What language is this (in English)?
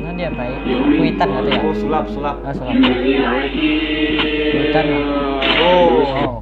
Banjar